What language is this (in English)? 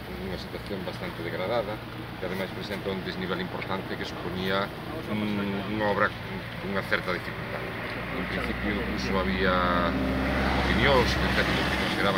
Galician